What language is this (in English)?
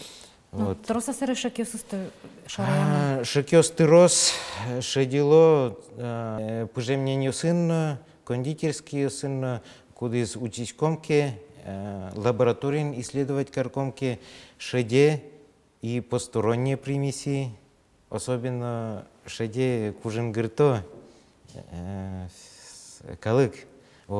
Udmurt